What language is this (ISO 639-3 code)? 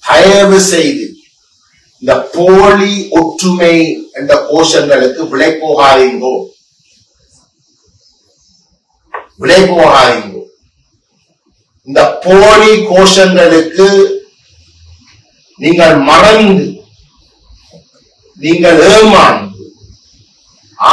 tam